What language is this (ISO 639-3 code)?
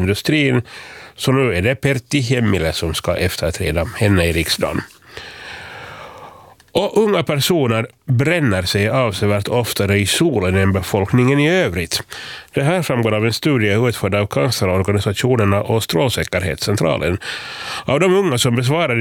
swe